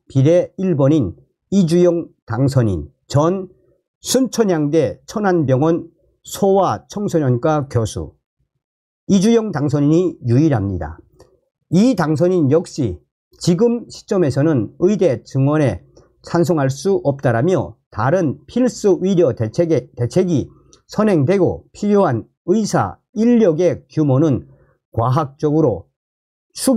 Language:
Korean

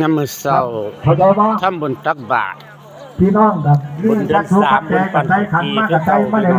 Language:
Northeastern Thai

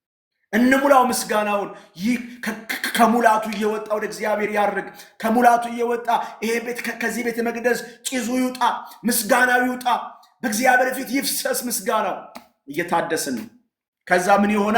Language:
Amharic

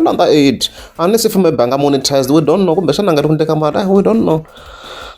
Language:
Tsonga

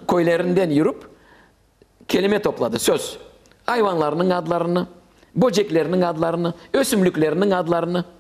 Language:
Crimean Tatar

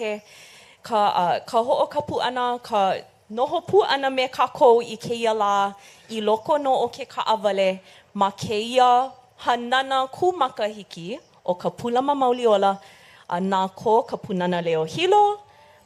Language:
Hawaiian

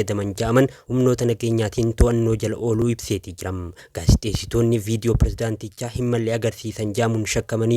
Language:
Oromo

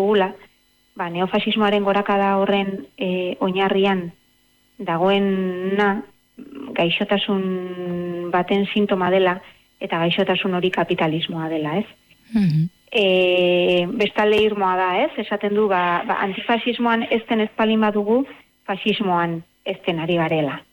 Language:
Basque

